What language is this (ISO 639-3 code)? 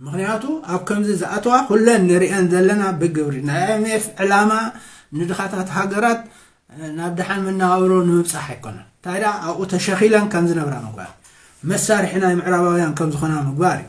tir